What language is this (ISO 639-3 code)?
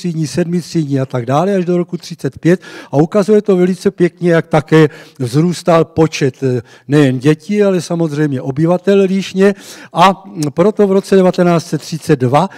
ces